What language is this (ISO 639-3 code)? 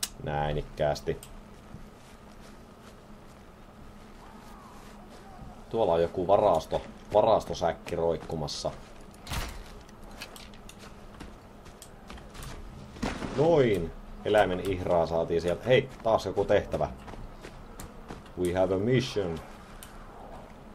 fin